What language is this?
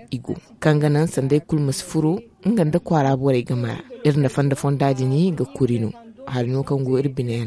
Zarma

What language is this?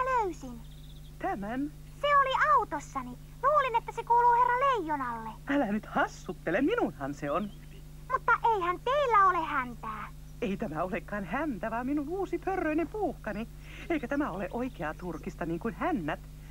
Finnish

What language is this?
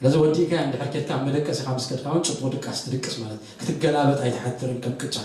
Tigrinya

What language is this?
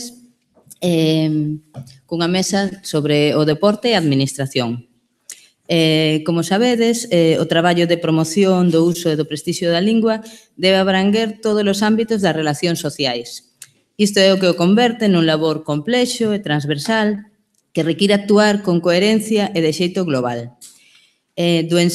Galician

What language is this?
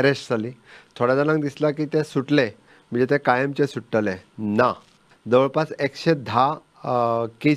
Konkani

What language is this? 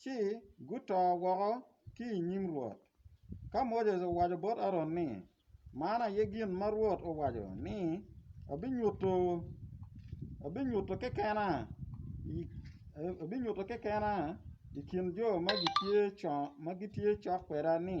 Acoli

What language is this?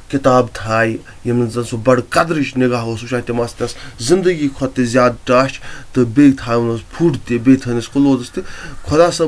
Kashmiri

